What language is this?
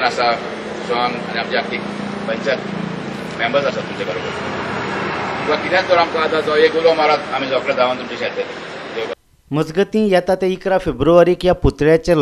Konkani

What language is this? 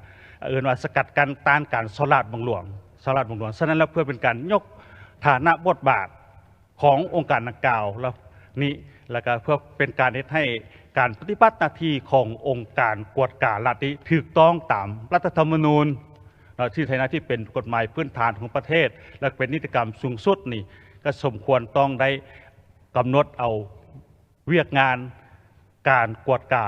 Lao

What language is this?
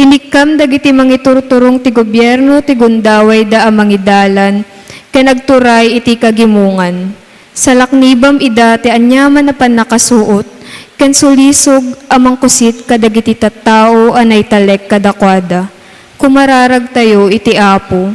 Iloko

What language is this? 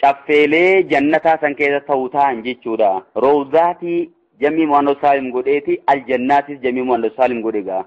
Oromo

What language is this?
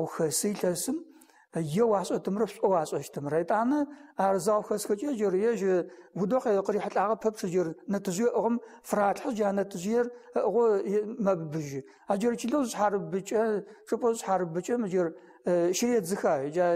Adyghe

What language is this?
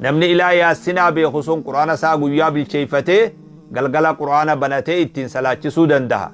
Oromo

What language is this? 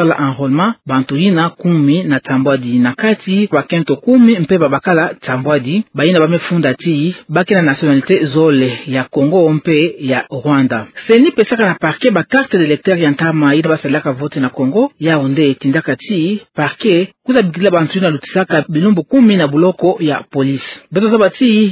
Kituba (Democratic Republic of Congo)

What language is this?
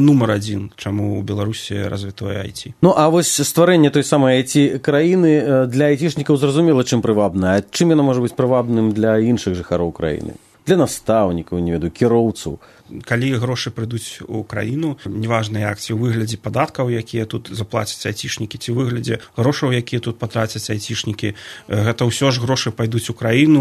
Belarusian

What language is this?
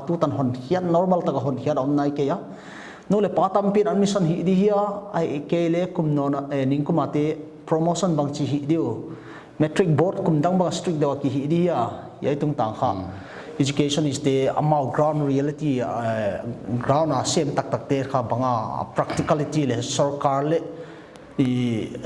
Paite Chin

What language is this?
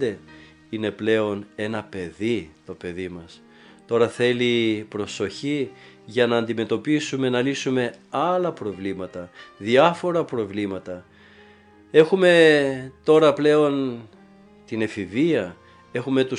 Greek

